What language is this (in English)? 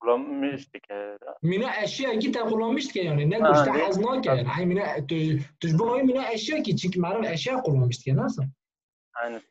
Kurdish